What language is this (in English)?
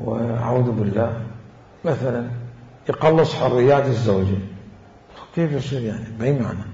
Mesopotamian Arabic